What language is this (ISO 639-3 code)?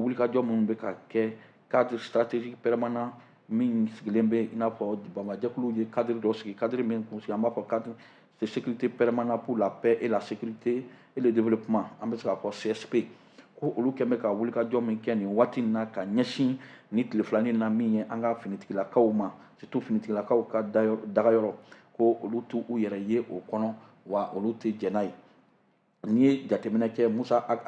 bam